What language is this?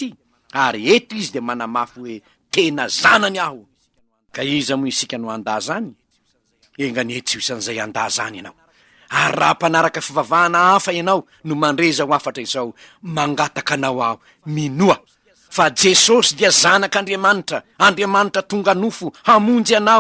Malagasy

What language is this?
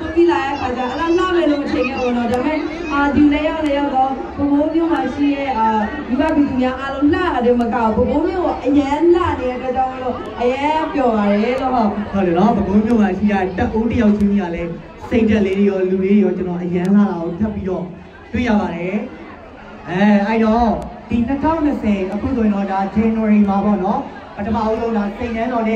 Burmese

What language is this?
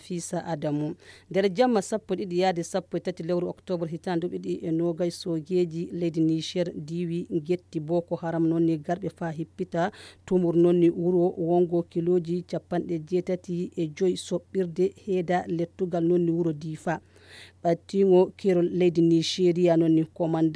Nigerian Fulfulde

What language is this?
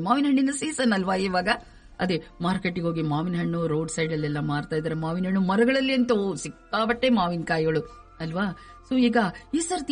Kannada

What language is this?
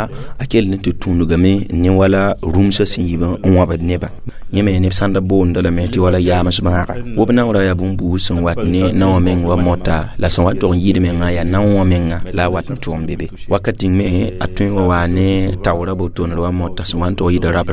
Mossi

